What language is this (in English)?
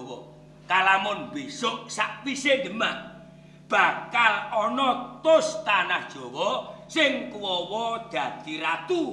Javanese